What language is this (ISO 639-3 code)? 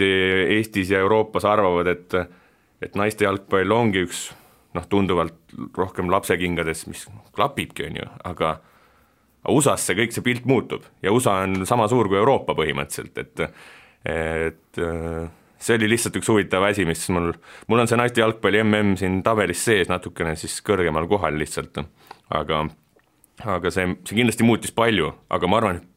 est